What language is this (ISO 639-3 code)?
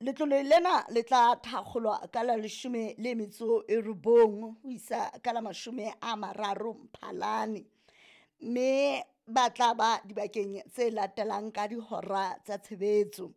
sot